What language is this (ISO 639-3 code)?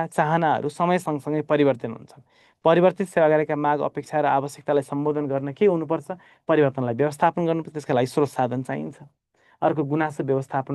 nep